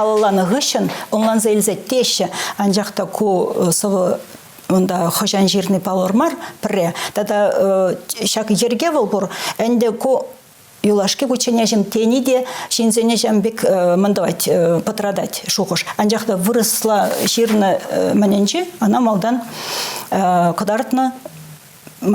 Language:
Chuvash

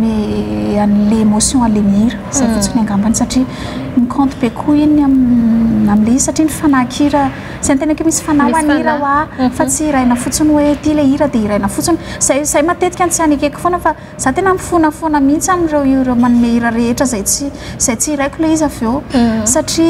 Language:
Malagasy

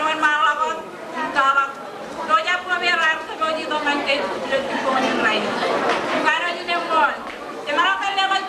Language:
Marshallese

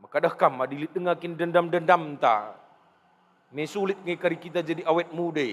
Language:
Batak Karo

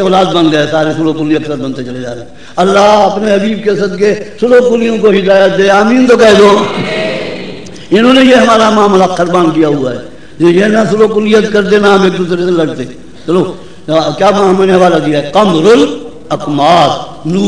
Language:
Urdu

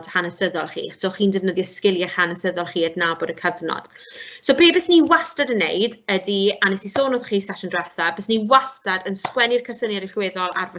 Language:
Welsh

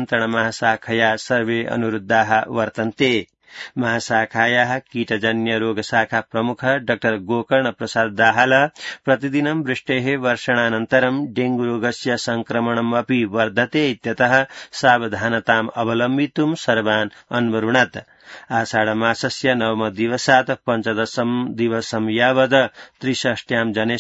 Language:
Sanskrit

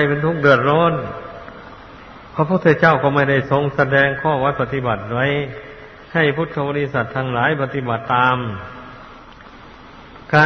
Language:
Thai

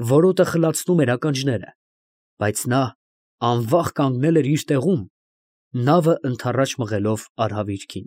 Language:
Armenian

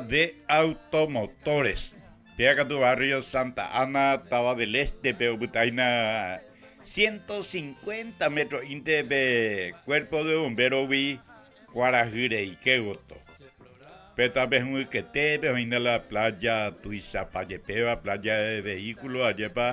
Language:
Guarani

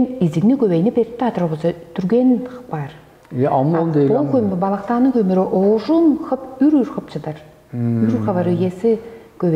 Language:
Tuvinian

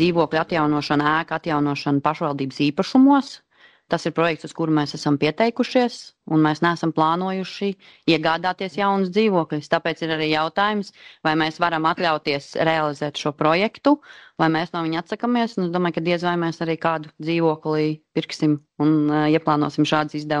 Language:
Latvian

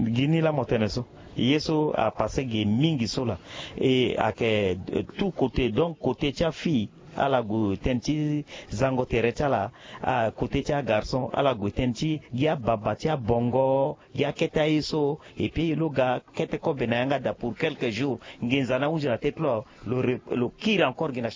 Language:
Sango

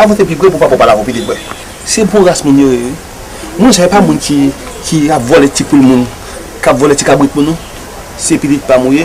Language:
Haitian Creole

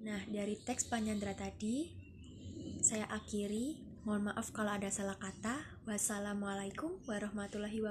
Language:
Javanese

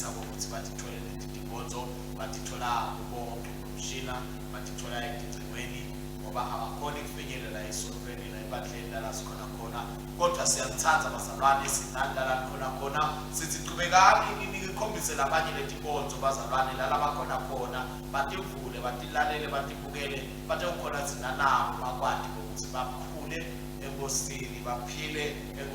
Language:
Swati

